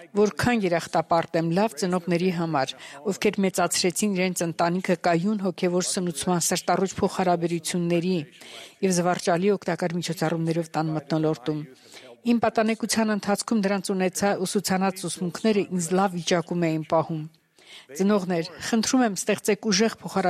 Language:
Armenian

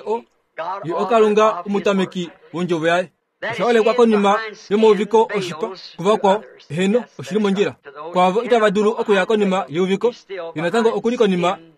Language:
Kuanyama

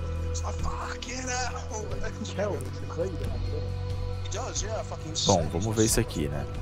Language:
Portuguese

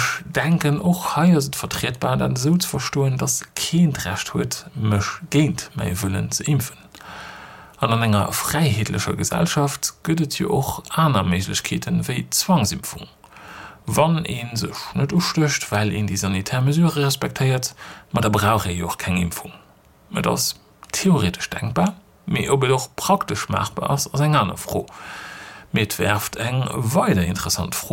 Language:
Luxembourgish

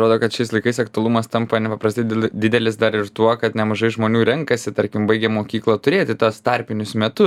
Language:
Lithuanian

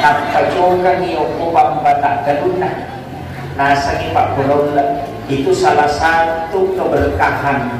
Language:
Buginese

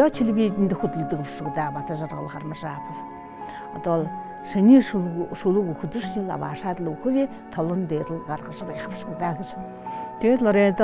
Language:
Buriat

